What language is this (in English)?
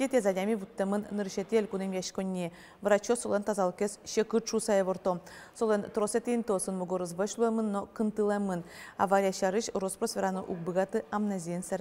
Udmurt